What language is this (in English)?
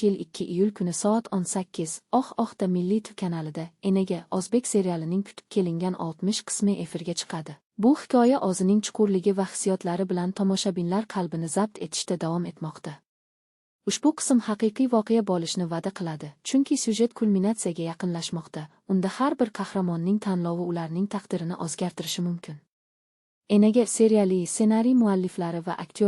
Uzbek